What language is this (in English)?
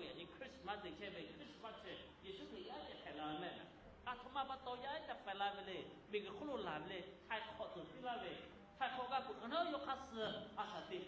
Lahu